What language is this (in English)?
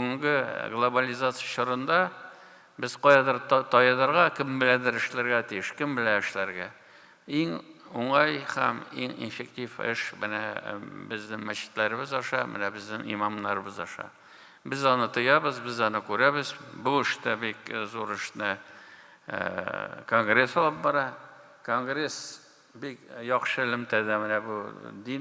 Tatar